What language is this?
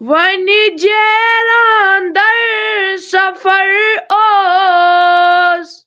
Kashmiri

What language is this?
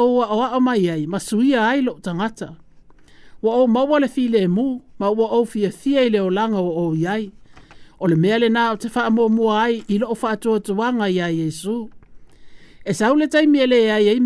Samoan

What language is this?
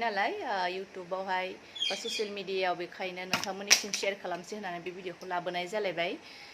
Bodo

